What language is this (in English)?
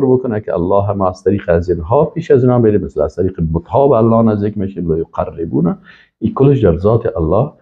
Persian